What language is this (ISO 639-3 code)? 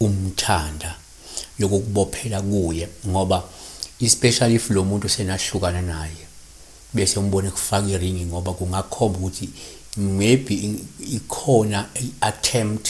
zul